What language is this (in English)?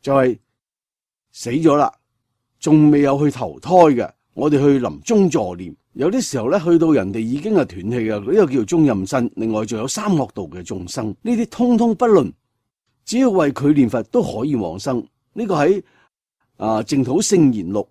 Cantonese